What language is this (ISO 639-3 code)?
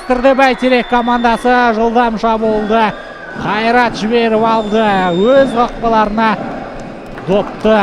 kaz